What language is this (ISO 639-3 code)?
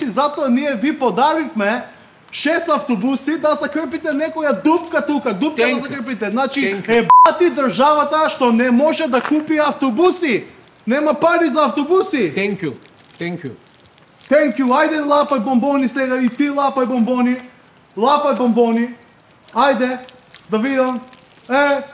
mkd